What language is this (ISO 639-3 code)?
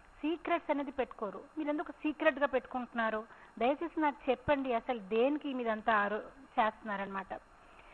tel